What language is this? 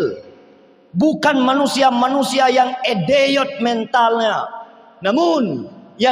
Achinese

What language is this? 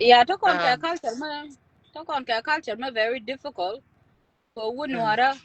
Nuer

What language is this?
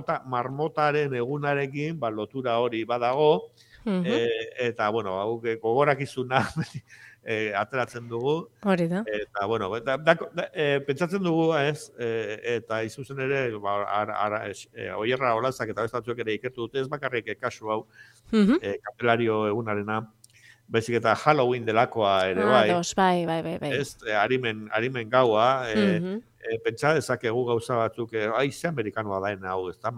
Basque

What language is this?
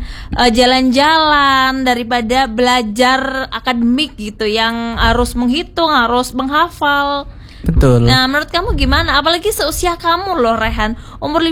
Indonesian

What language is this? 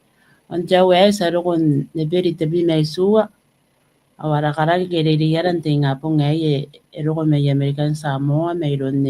Gilbertese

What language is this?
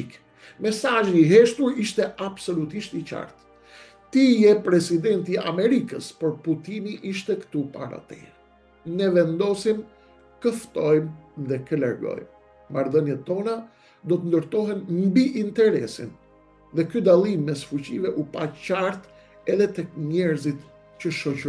Albanian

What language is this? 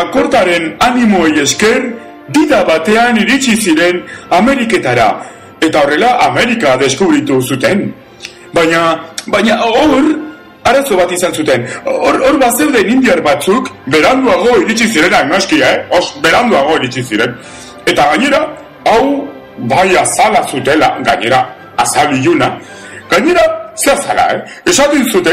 Basque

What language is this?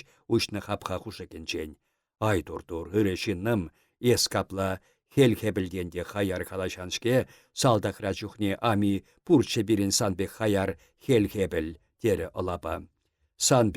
Chuvash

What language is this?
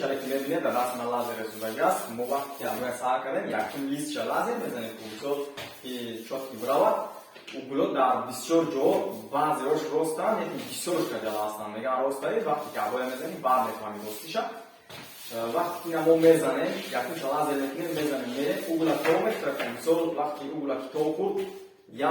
Tajik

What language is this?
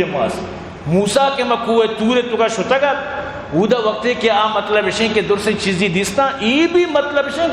Eastern Balochi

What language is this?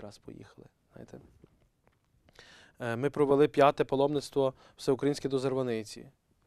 Ukrainian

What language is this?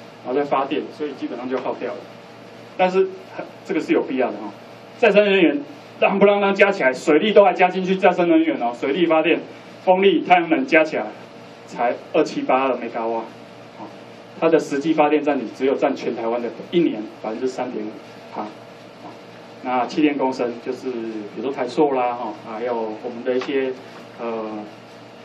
Chinese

